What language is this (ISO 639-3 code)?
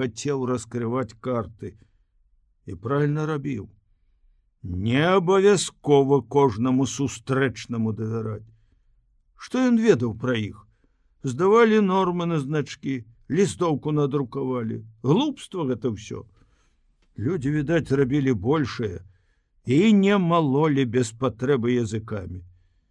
bel